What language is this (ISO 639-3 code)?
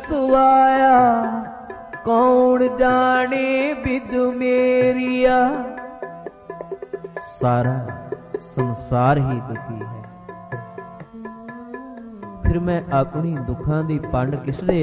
pan